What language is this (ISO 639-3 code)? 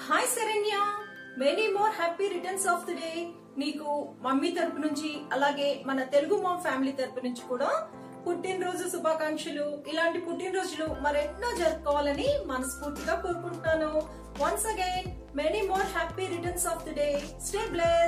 tel